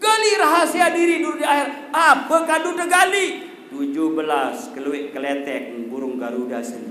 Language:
Sasak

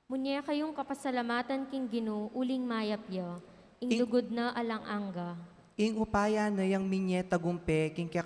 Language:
Pampanga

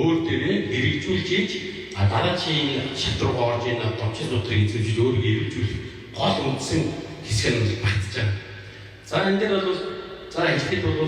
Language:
Mongolian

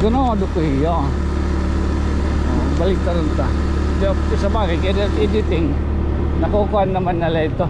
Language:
Waray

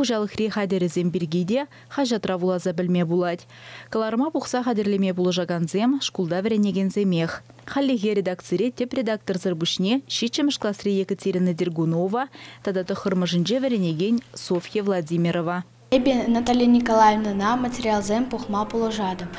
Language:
Chuvash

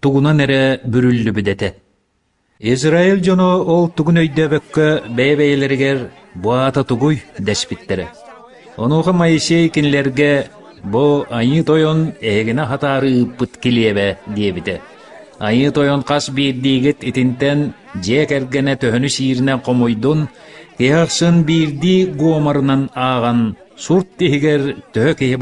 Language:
Yakut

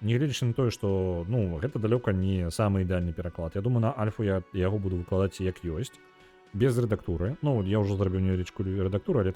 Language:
Belarusian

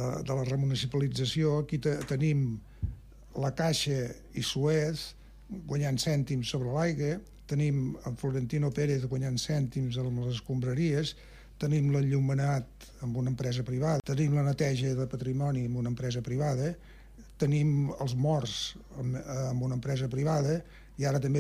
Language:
Catalan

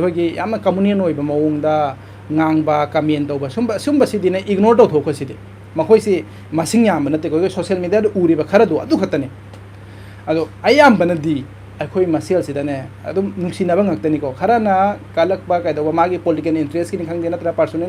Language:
Manipuri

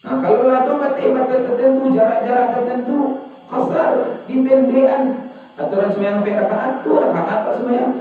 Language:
Minangkabau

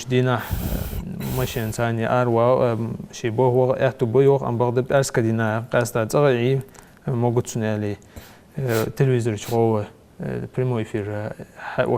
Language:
Ingush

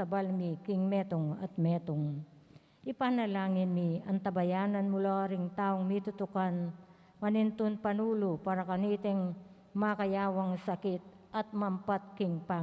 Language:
Pampanga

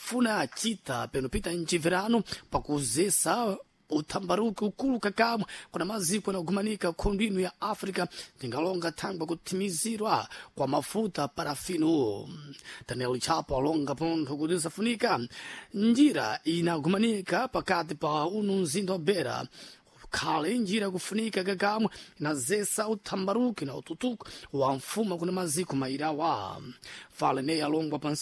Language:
Sena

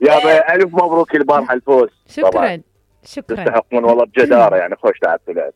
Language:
Mesopotamian Arabic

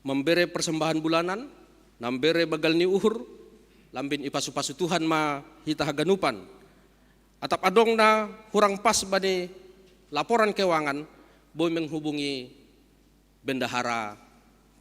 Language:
Batak Simalungun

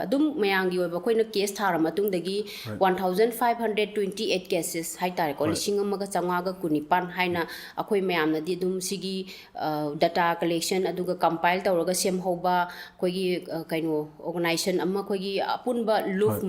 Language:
Manipuri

